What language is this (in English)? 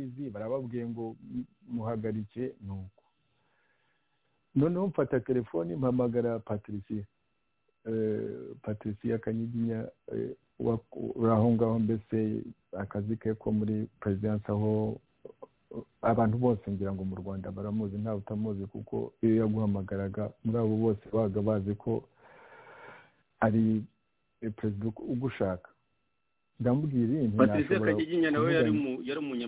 Kinyarwanda